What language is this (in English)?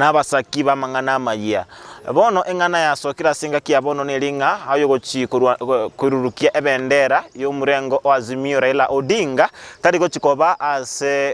Gusii